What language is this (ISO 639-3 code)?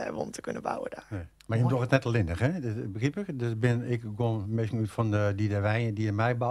fry